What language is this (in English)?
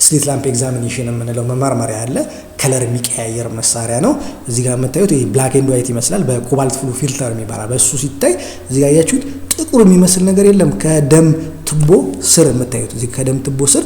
Amharic